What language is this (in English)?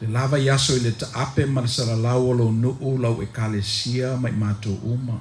Samoan